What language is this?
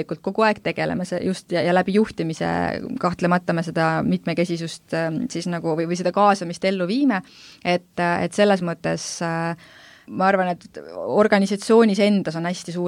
Estonian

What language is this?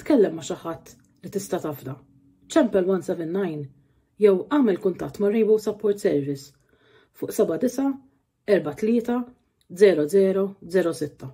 Maltese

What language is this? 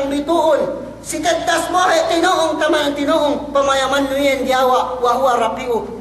Yakan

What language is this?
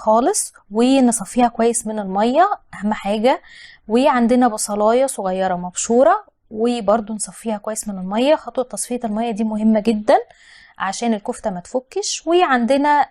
Egyptian Arabic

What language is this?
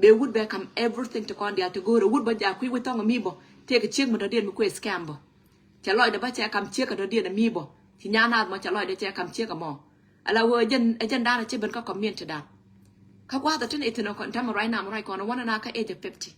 Nuer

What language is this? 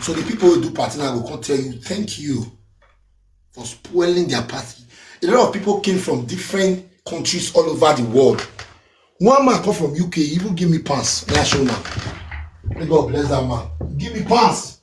Nigerian Pidgin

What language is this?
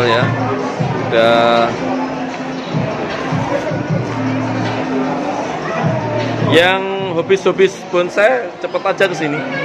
Indonesian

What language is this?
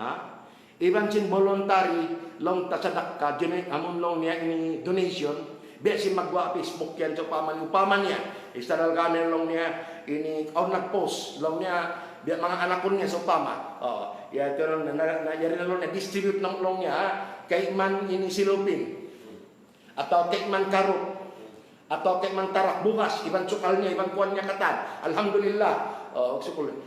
Tausug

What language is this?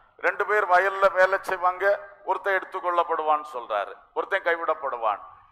Tamil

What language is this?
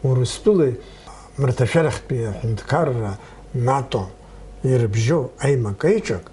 Abkhazian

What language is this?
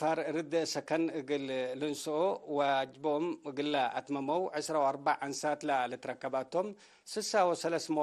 Tigre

